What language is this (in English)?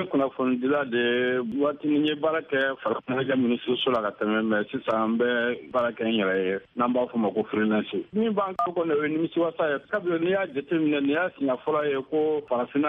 Bambara